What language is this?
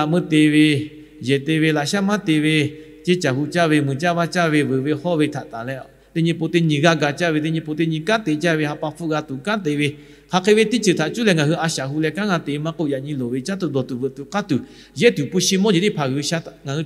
Lahu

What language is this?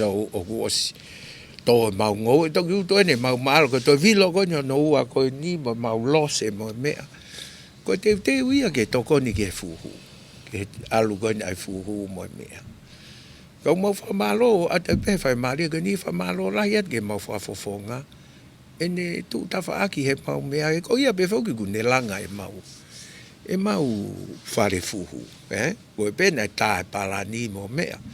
Tongan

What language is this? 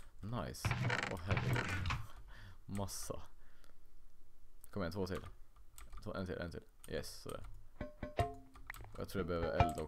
Swedish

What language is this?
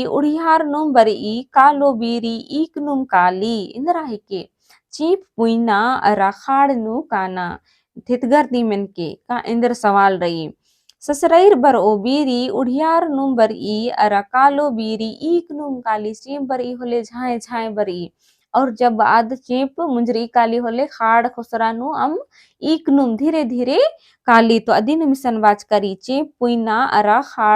Kurukh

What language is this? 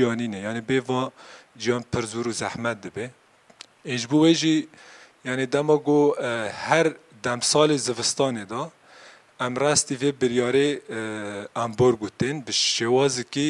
Kurdish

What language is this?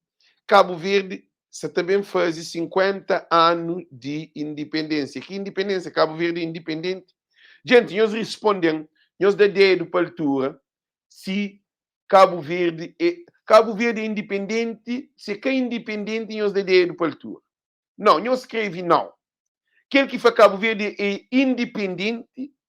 Kabuverdianu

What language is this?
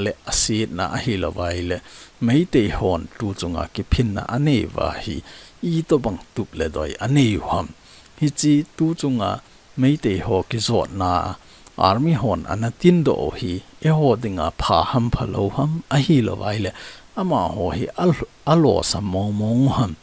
Thado Chin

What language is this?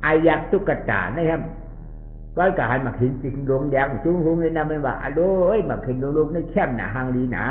Shan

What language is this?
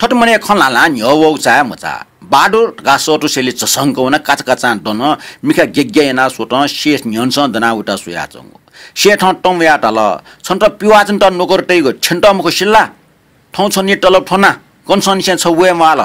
Newari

